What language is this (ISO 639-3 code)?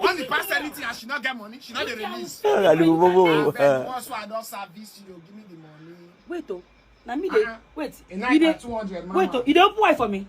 pcm